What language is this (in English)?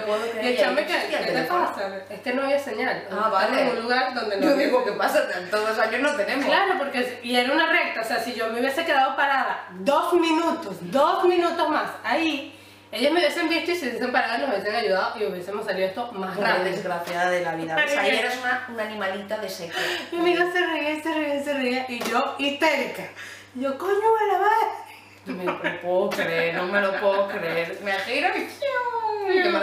Spanish